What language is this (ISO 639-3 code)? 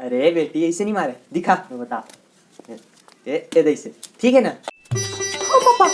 hne